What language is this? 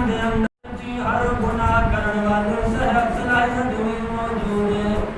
Saraiki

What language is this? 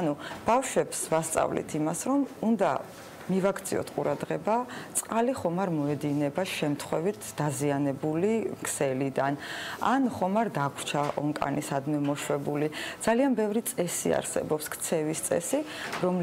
Georgian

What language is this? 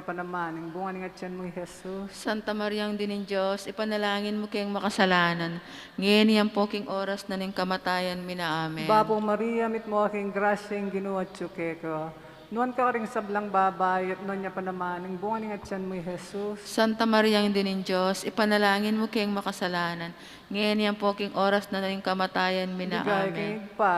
Pampanga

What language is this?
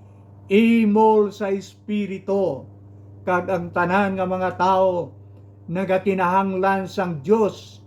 Hiligaynon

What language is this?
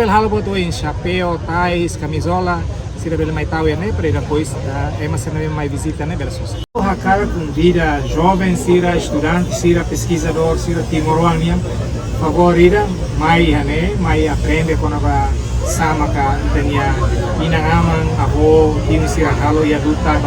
Tetum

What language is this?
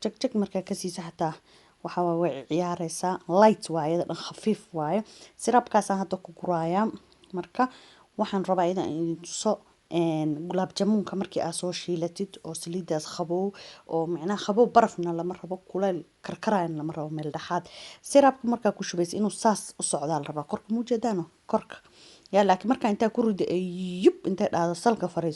Somali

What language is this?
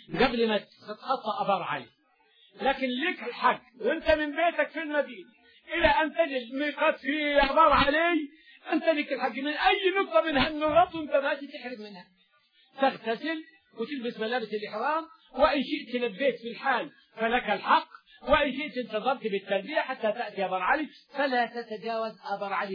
Arabic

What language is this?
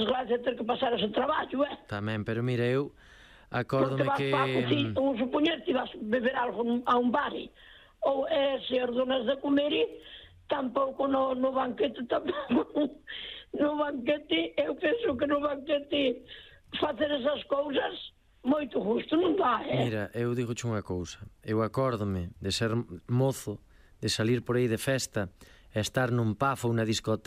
Galician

